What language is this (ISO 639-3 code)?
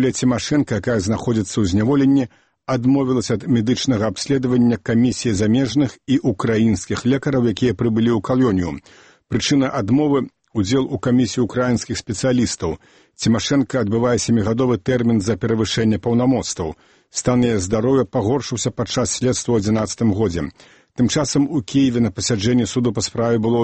bel